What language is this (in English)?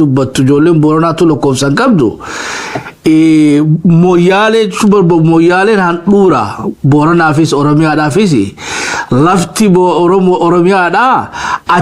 Oromo